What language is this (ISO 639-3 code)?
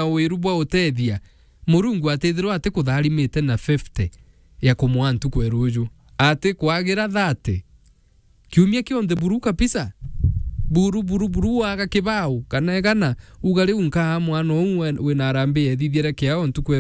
mer